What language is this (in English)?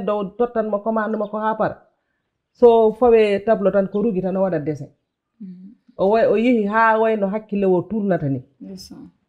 Fula